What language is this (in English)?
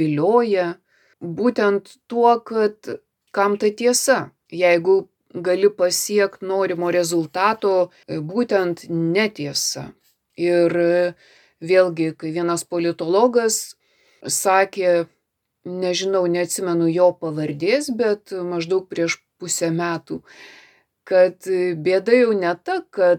Lithuanian